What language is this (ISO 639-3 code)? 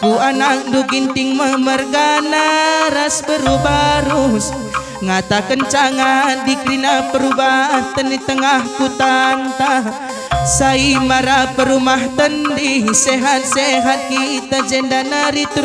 btx